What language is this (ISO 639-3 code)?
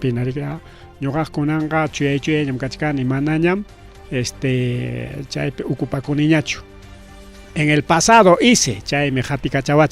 quy